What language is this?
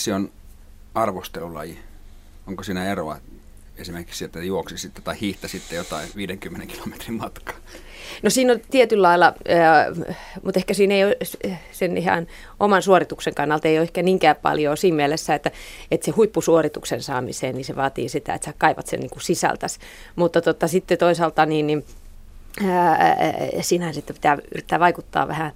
Finnish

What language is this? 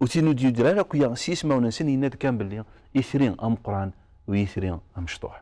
Kabyle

